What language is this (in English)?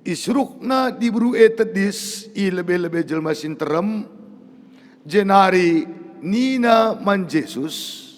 Batak Karo